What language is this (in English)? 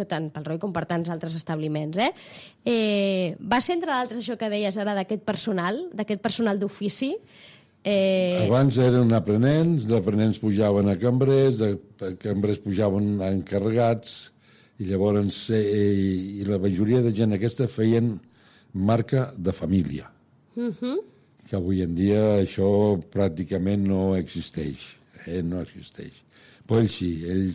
Catalan